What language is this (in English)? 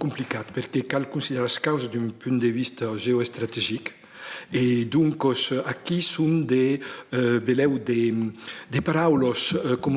Occitan